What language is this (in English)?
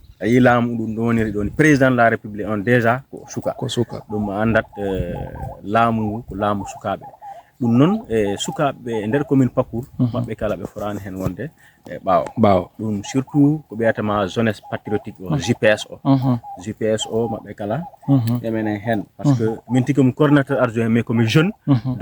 Fula